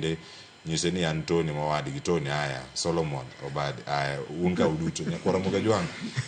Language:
Luo (Kenya and Tanzania)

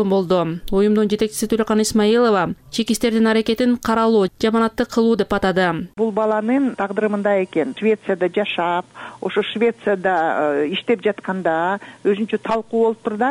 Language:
Kyrgyz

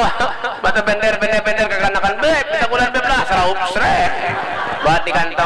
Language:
Banjar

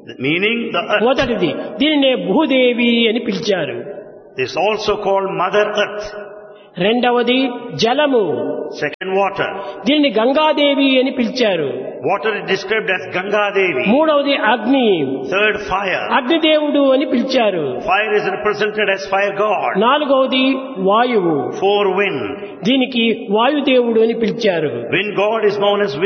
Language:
Telugu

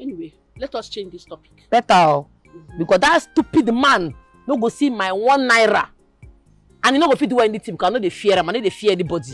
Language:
Nigerian Pidgin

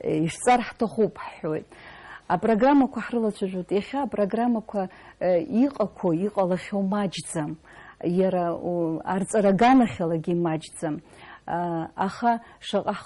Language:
Abkhazian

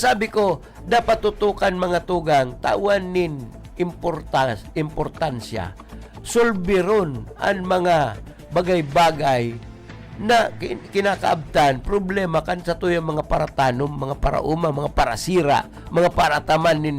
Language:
Bikol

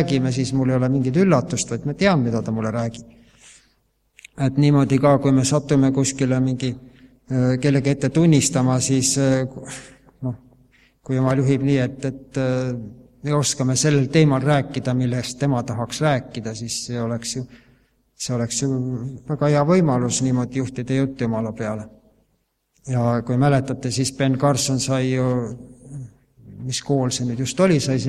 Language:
Estonian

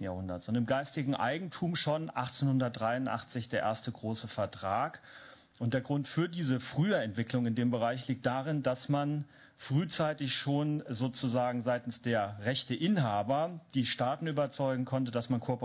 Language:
German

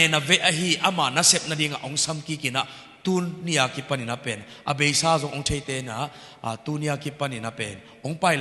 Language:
Tedim Chin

